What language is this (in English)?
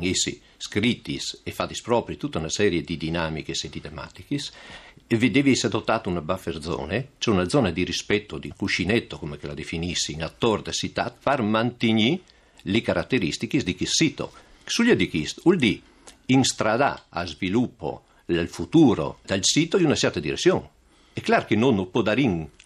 Friulian